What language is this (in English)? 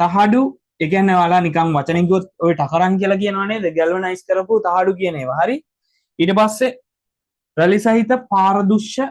Sinhala